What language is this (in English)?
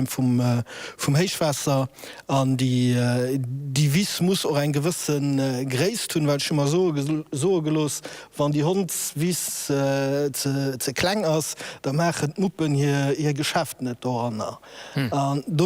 Luxembourgish